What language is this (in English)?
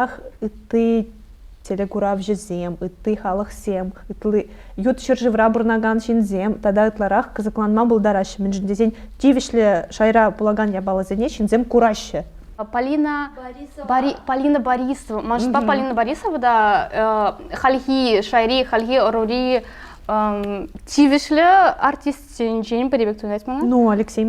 Chuvash